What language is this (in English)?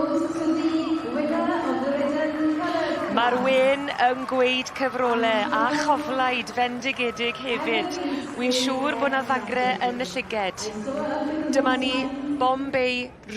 Welsh